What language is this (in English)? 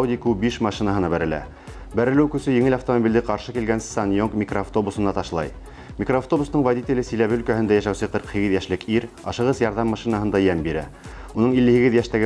Bashkir